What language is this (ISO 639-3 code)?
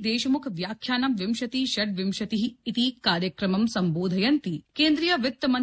san